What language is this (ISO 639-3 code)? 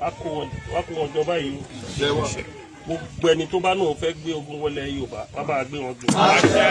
yor